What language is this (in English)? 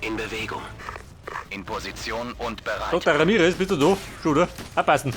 Bavarian